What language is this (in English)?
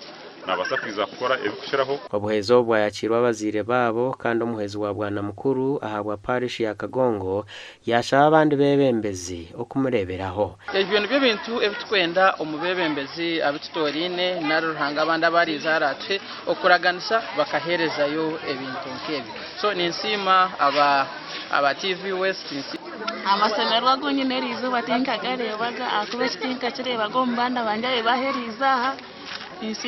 Nyankole